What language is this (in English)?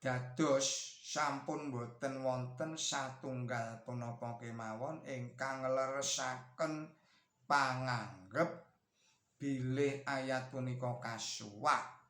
Javanese